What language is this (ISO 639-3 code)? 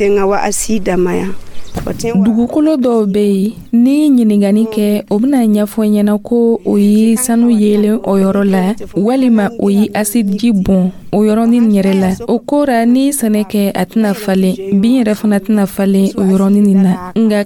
dyu